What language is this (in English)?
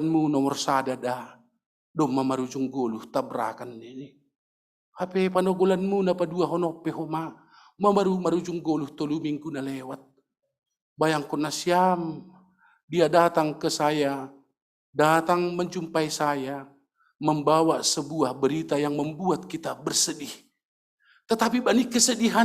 Batak Simalungun